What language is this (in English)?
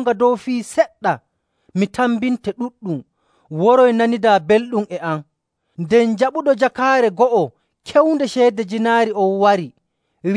Nigerian Fulfulde